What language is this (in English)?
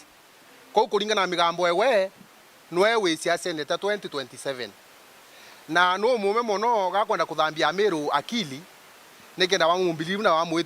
Meru